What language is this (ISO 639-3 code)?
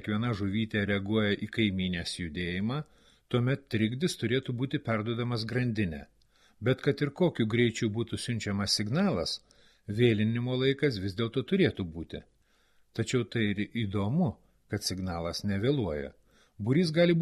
lit